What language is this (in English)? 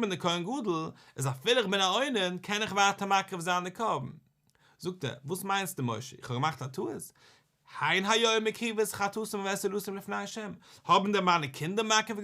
Yiddish